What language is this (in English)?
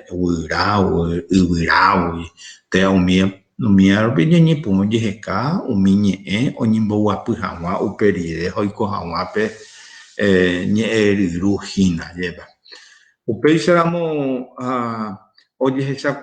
Guarani